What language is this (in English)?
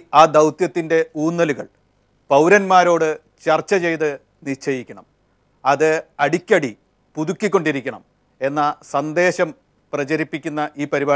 Malayalam